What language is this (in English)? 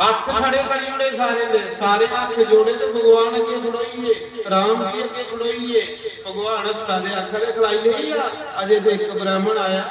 Dogri